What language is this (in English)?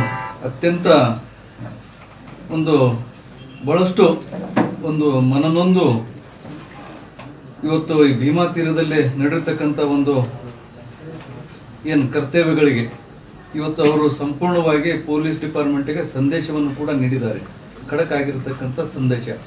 Kannada